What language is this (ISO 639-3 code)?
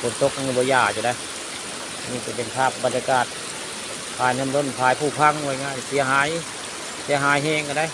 tts